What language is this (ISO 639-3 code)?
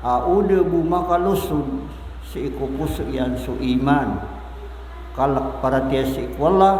mrw